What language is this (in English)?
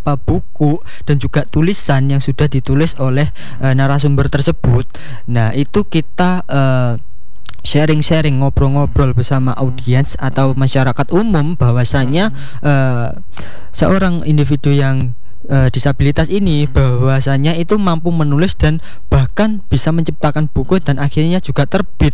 Indonesian